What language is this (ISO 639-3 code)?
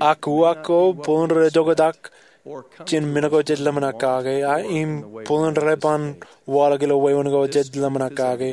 mah